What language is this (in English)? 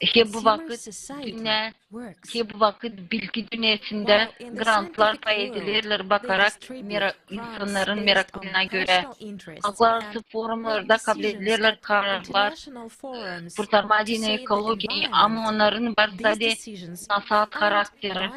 Gagauz